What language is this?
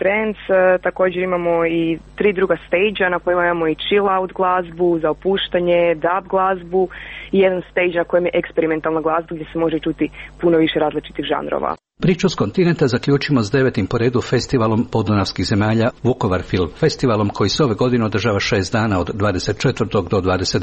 Croatian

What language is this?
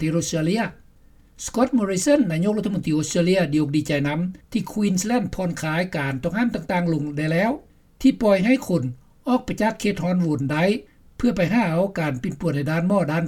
Lao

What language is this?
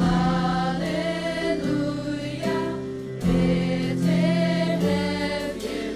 Faroese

